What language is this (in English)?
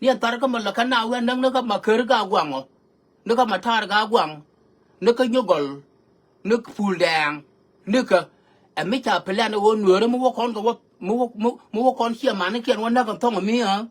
Nuer